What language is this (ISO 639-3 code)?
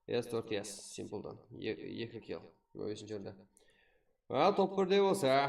kaa